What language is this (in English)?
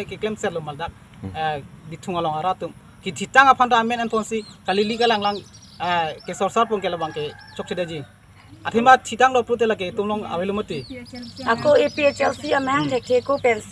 Karbi